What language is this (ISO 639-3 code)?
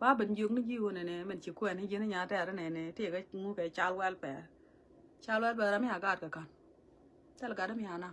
nus